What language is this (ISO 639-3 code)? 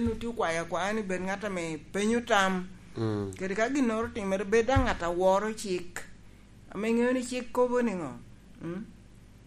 laj